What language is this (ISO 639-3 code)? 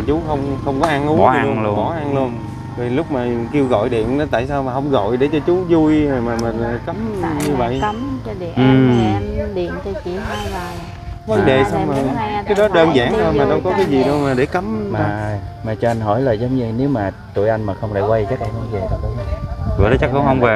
vie